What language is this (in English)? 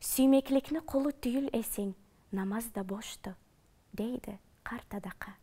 Karachay-Balkar